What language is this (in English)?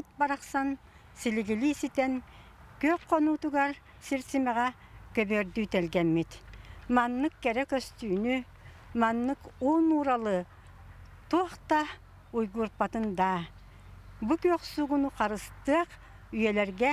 Yakut